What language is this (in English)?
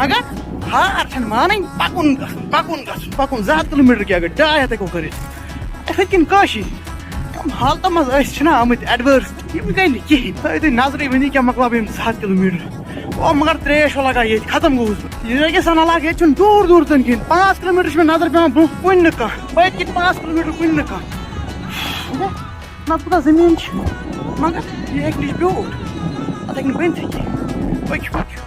Kashmiri